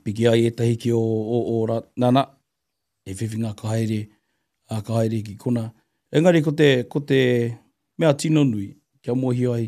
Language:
Māori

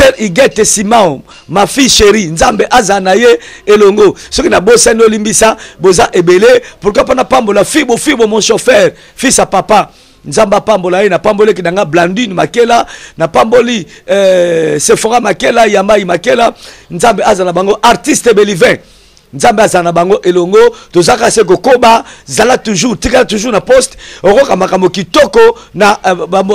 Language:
Lingala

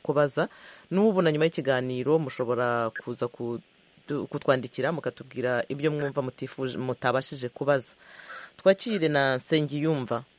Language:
Kinyarwanda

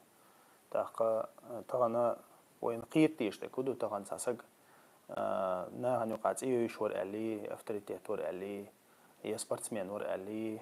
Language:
Chechen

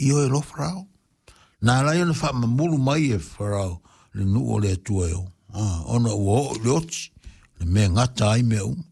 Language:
Samoan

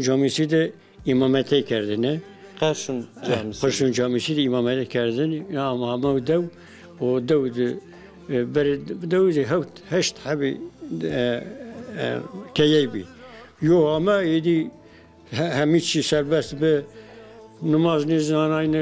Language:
Zaza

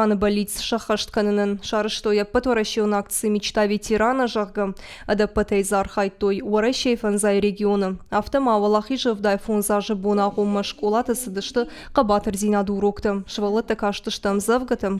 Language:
Ossetic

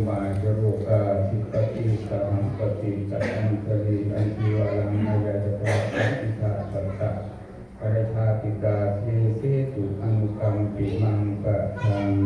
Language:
Pali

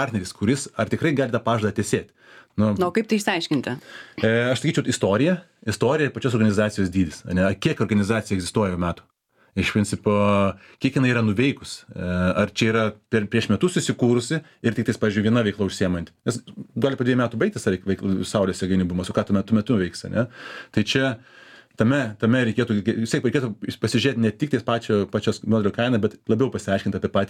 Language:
Lithuanian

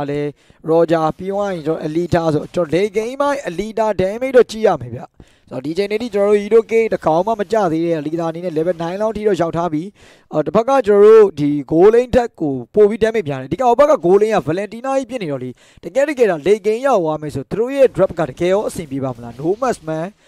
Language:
Burmese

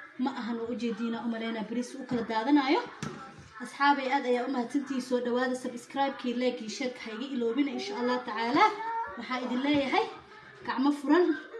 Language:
Somali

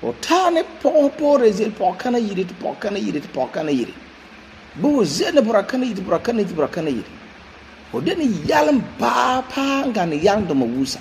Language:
Frafra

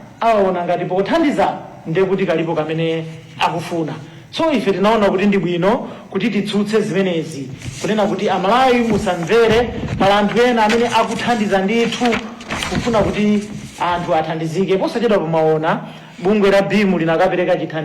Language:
Nyanja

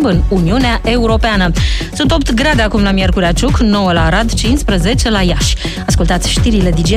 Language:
Romanian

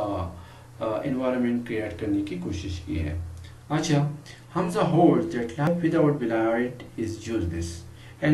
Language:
Urdu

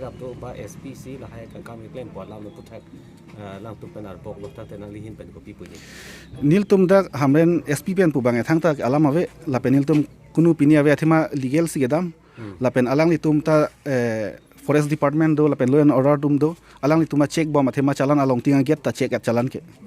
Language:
Karbi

